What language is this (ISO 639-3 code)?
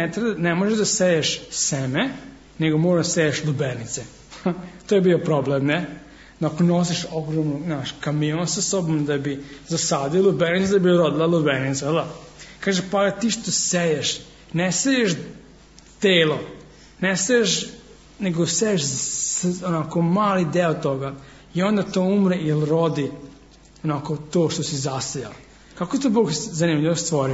srp